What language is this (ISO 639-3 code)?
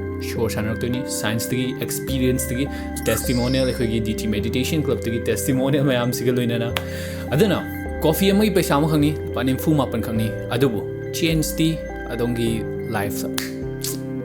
mni